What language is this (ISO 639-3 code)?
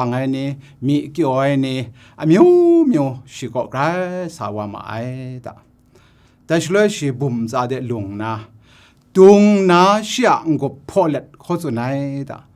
kac